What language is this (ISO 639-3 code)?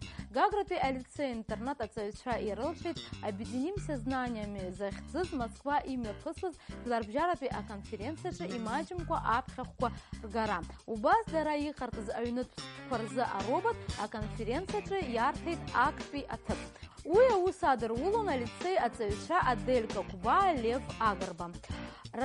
abk